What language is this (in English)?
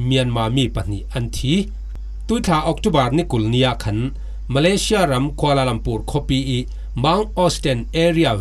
Falam Chin